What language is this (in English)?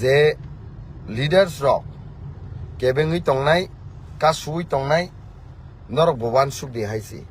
Kok Borok